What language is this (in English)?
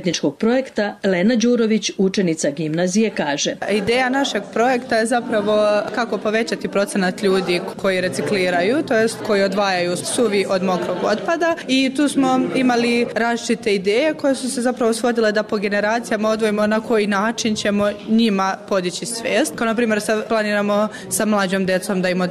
Serbian